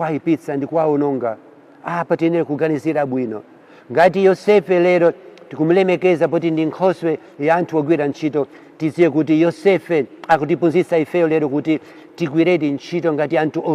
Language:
Nyanja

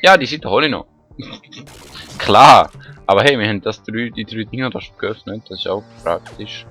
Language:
Swiss German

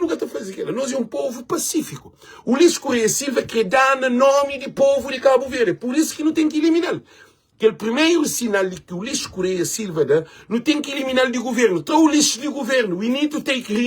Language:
Kabuverdianu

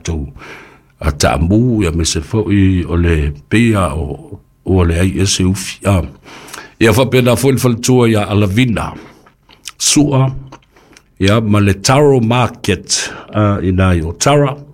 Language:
Samoan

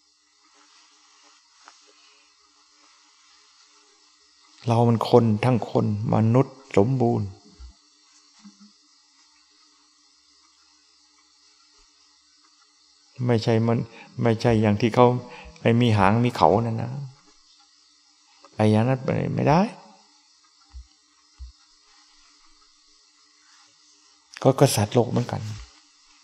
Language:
Thai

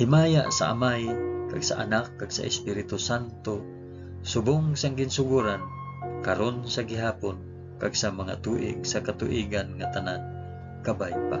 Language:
Hiligaynon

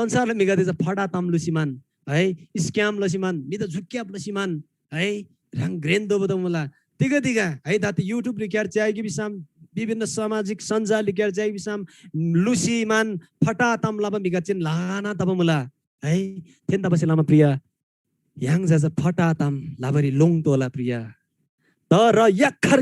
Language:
Eastern Tamang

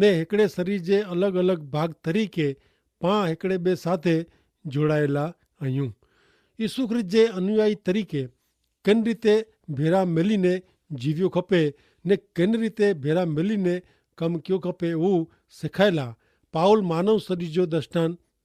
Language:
Kachhi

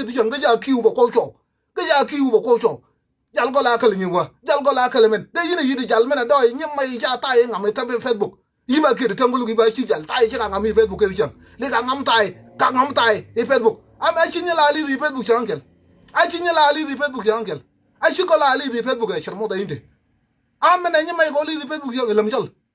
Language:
Nuer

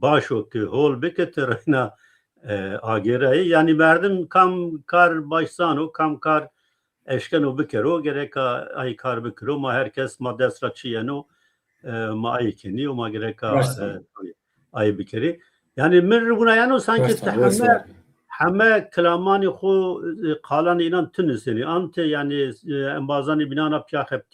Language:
Zaza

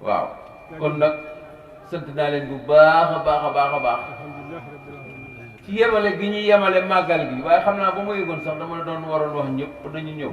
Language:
Wolof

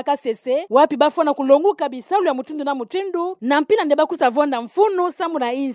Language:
Kituba (Democratic Republic of Congo)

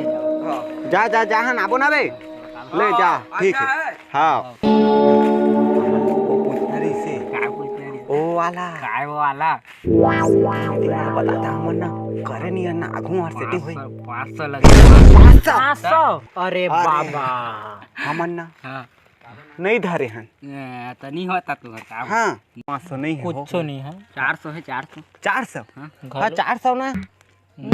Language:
Chhattisgarhi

